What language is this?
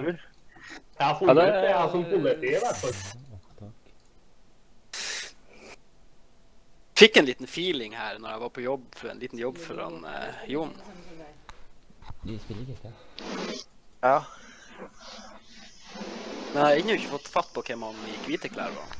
Norwegian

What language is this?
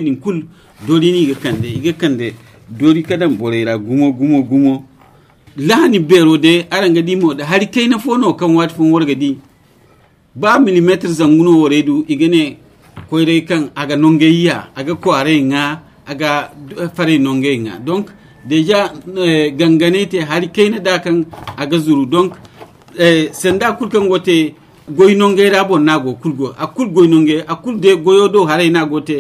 Zarma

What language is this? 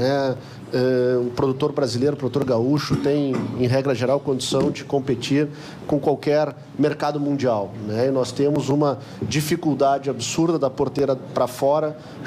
Portuguese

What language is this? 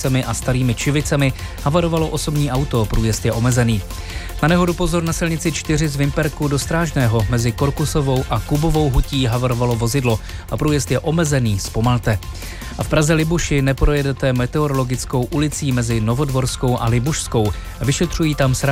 Czech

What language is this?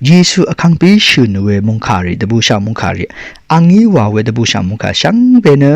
Rawang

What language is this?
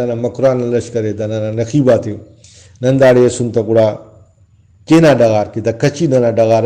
Brahui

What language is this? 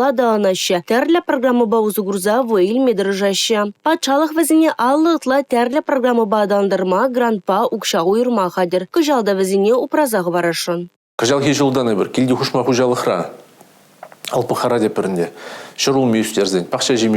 Chuvash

